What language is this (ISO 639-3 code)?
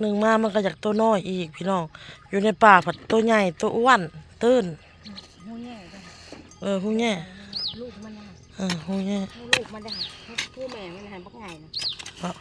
tts